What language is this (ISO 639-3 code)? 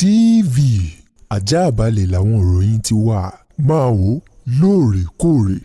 yor